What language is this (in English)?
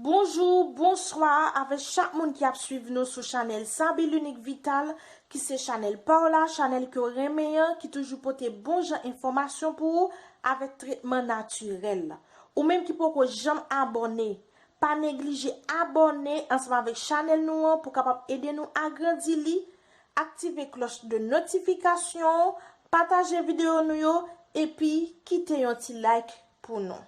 Haitian Creole